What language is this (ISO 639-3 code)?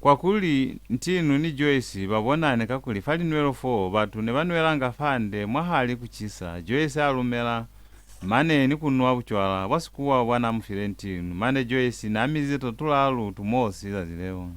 loz